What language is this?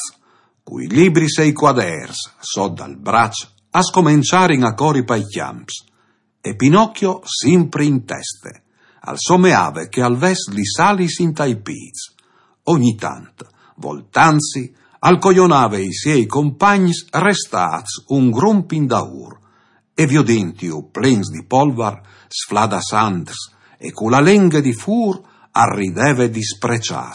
Friulian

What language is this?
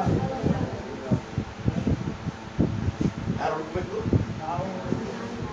Kannada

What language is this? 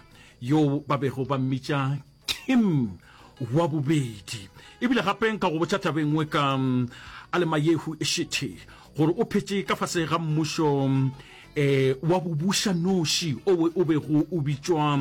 Northern Sotho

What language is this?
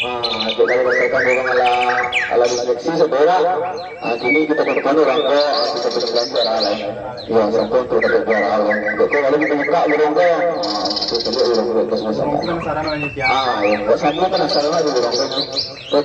Minangkabau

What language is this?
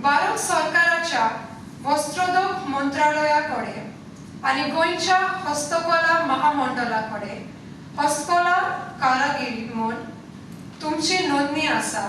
Konkani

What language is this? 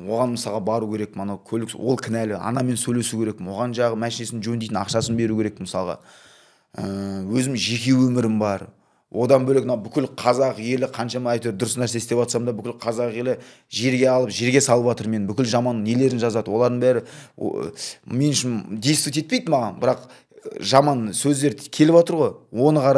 Kazakh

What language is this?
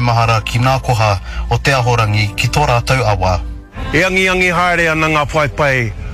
Māori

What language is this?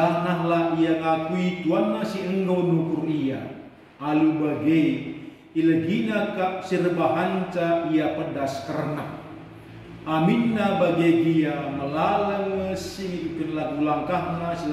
Batak Karo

